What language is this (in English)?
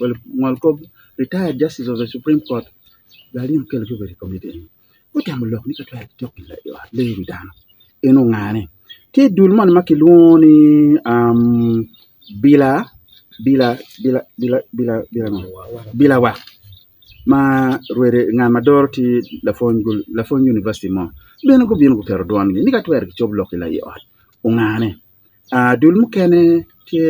Acoli